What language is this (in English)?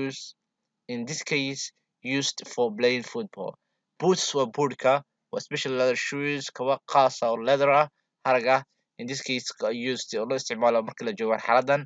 Somali